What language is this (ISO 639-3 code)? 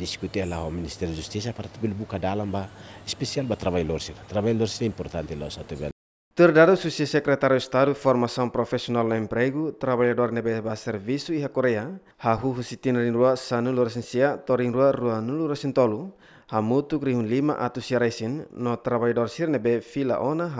tet